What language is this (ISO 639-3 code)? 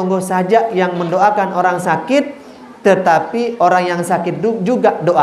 sas